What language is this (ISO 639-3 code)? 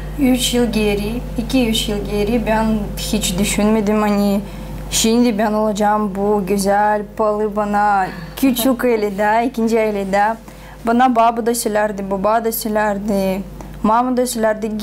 gag